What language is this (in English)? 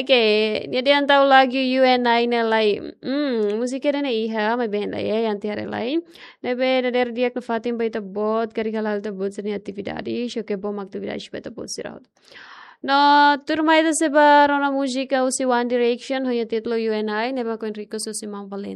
Tetum